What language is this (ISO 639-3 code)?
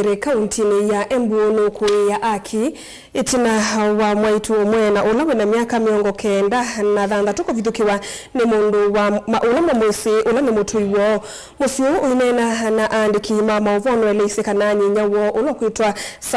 kam